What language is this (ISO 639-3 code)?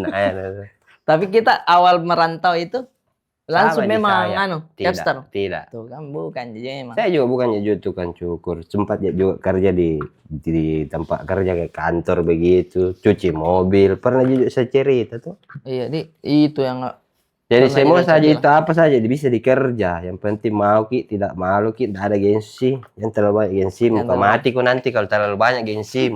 mfp